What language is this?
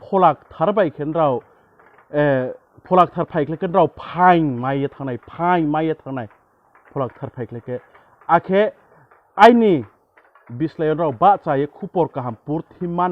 Riang (India)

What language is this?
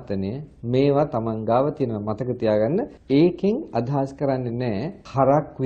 Sinhala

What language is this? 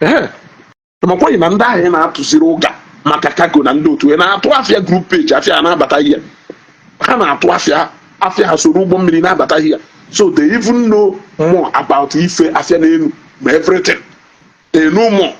Igbo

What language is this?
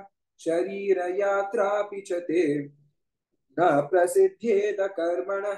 Sanskrit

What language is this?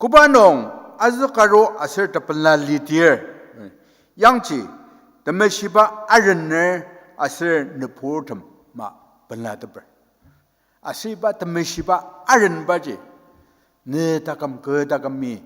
Ao Naga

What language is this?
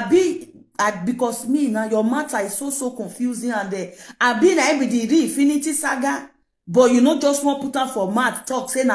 Nigerian Pidgin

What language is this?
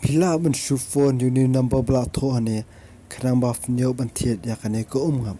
Khasi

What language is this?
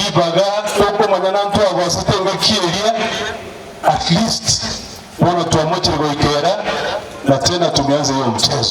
Gusii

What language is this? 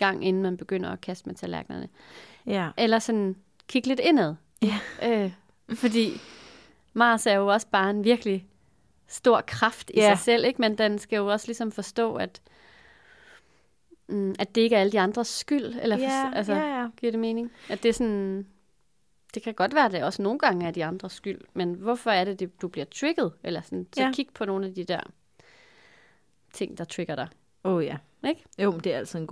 Danish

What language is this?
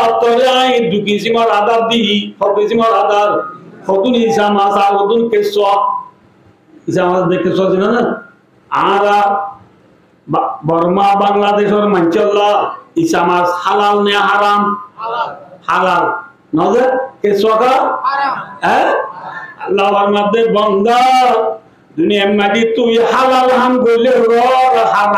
Rohingya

